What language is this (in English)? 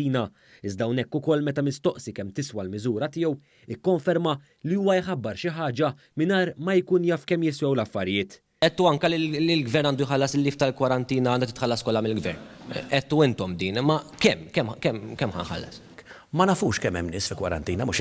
Maltese